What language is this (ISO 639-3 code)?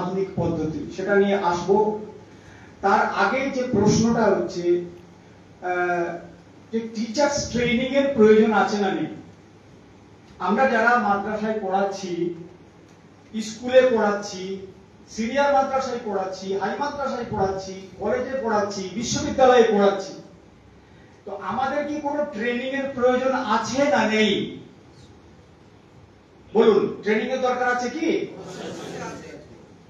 ben